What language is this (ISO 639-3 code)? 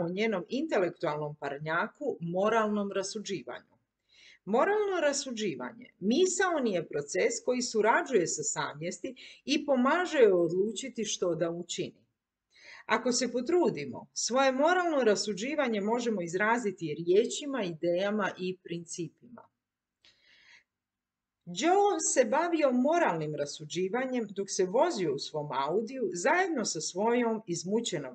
hrv